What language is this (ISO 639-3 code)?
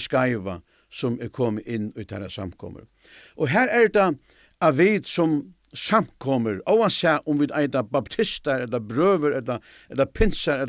fao